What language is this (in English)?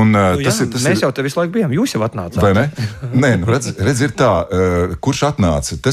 Latvian